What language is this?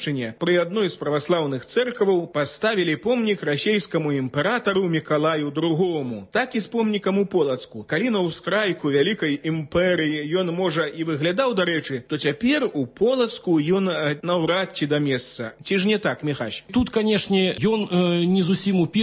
Belarusian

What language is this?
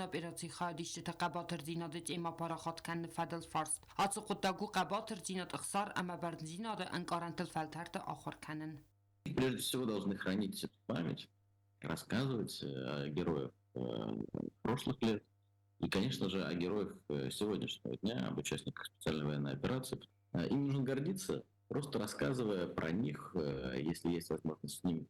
Ossetic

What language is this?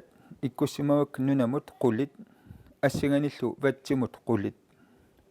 Kalaallisut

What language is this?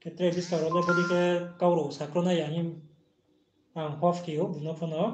Riang (India)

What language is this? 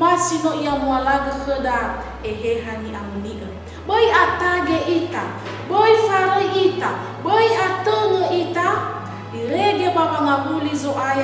Nias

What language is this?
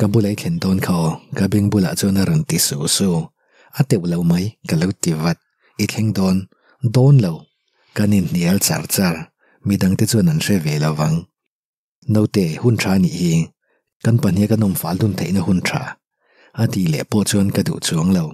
Mizo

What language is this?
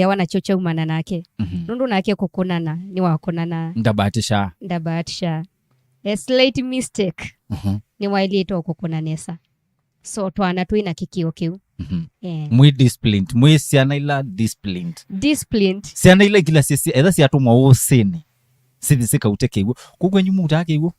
Kamba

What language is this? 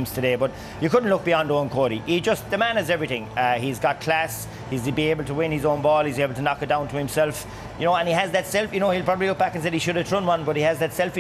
English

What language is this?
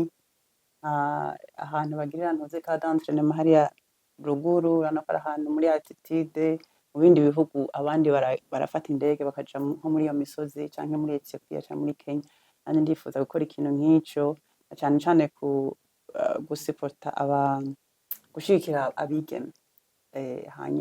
Rundi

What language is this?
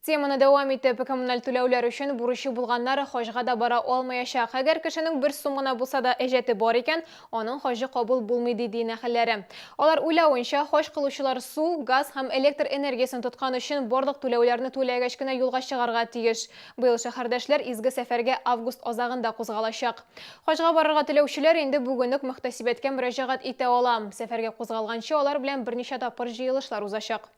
Tatar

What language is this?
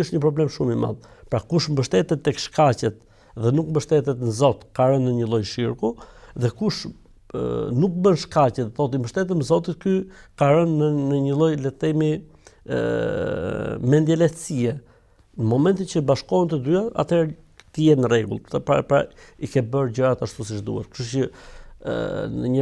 Albanian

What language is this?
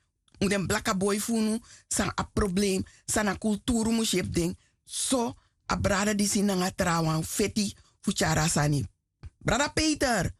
Sranan Tongo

